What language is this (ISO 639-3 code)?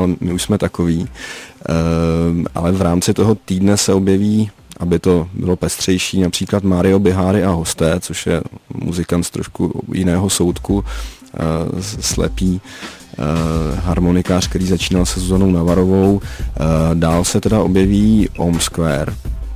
ces